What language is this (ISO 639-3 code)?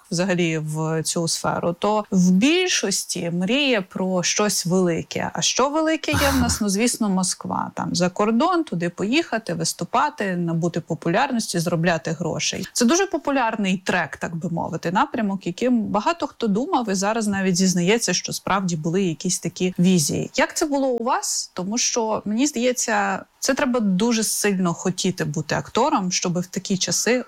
ukr